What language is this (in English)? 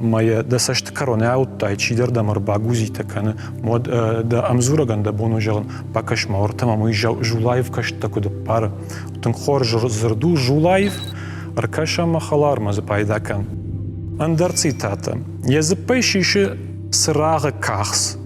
Ossetic